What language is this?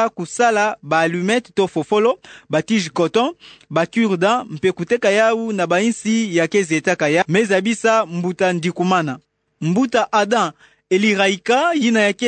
Kituba (Democratic Republic of Congo)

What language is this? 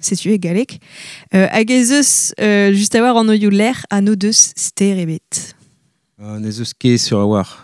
Breton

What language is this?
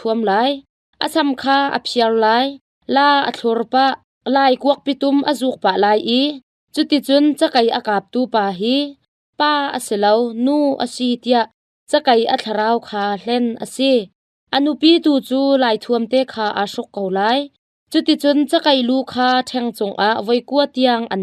Hakha Chin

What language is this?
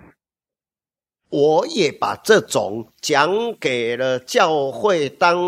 Chinese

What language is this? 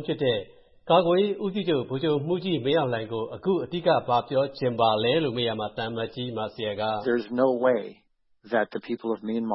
Burmese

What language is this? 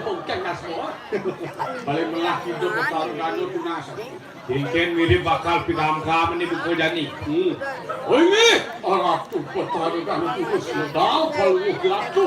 Balinese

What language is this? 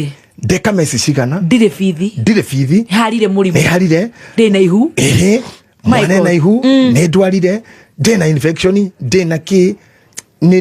Kikuyu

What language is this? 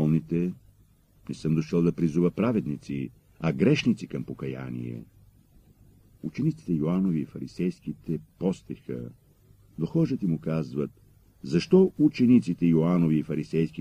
Bulgarian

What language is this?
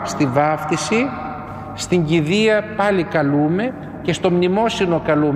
Greek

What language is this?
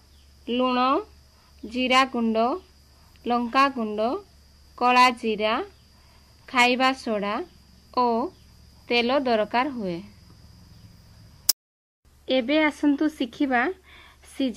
Odia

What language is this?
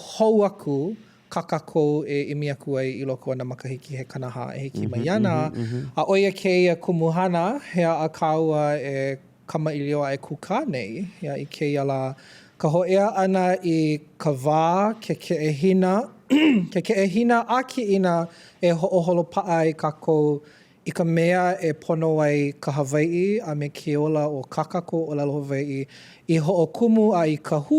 Hawaiian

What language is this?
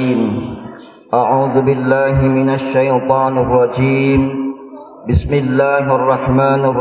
Sundanese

